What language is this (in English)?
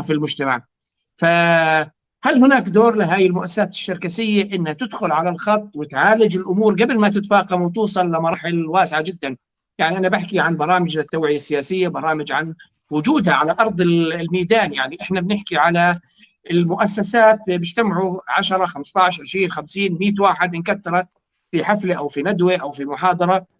North Levantine Arabic